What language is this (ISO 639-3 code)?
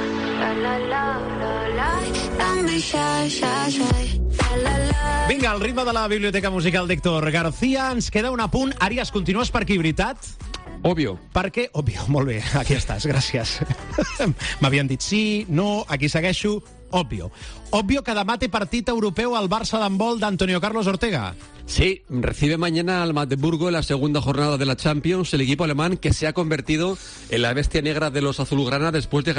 cat